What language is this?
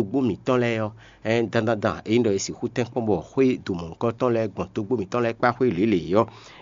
Fon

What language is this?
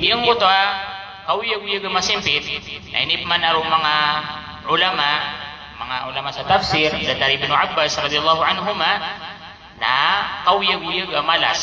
Maranao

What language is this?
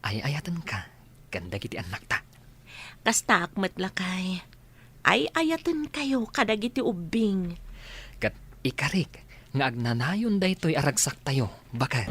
Iloko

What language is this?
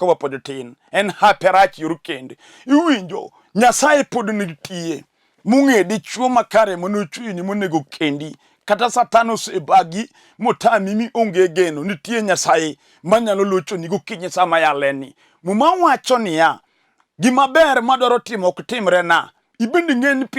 Luo (Kenya and Tanzania)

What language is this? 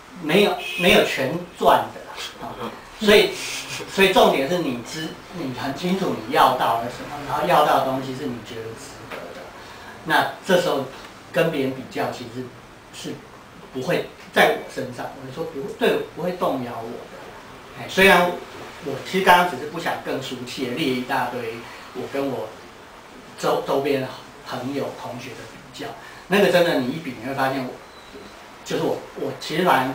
Chinese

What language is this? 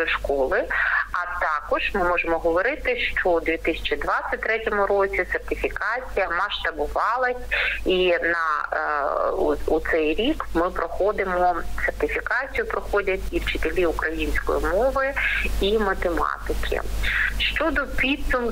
Ukrainian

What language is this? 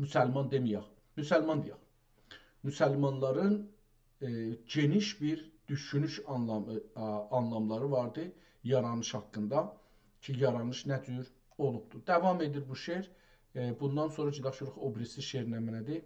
South Azerbaijani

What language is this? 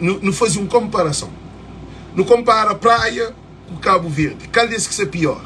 Kabuverdianu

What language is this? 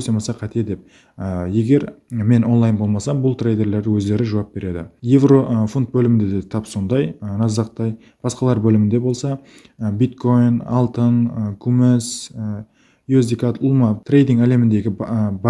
Kara-Kalpak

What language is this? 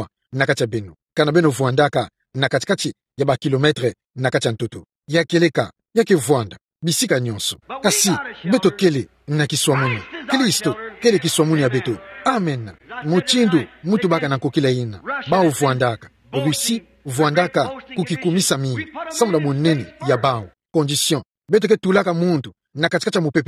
Kituba (Democratic Republic of Congo)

